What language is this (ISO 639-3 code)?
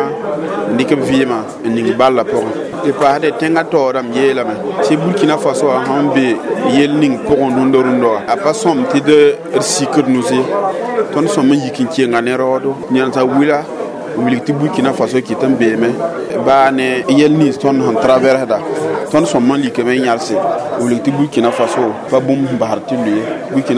mos